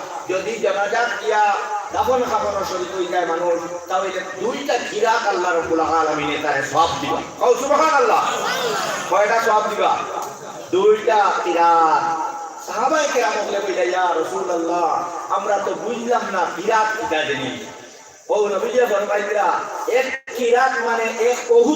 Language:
Sylheti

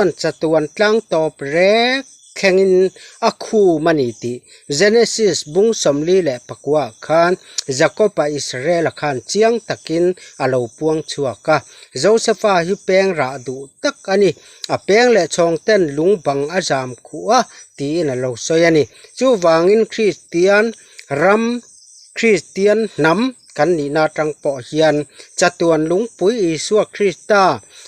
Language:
Mizo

